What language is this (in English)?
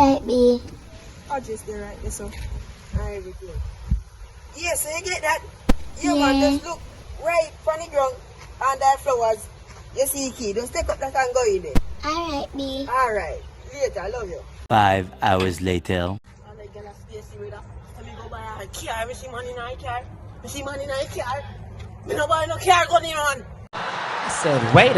Jamaican Creole English